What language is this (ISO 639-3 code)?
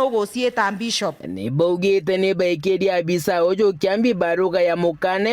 mer